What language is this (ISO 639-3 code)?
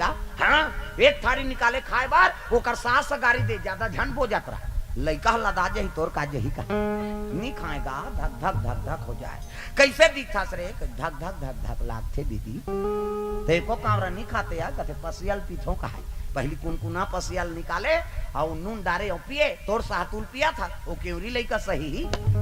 hne